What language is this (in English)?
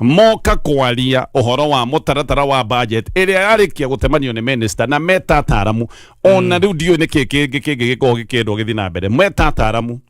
Kikuyu